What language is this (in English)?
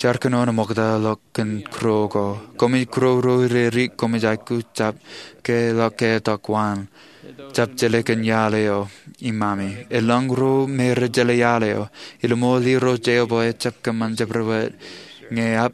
Marshallese